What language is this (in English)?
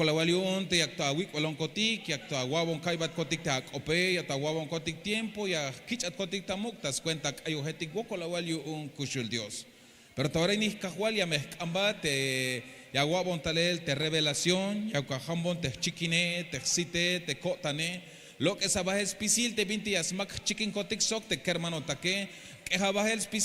Tzeltal